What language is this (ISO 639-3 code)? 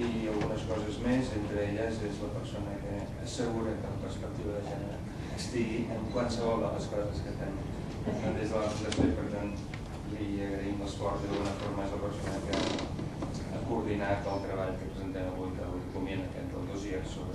cat